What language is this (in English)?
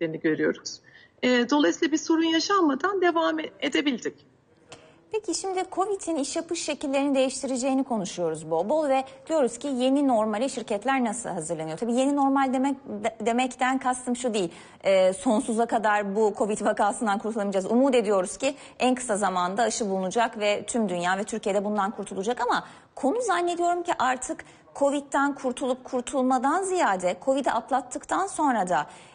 Turkish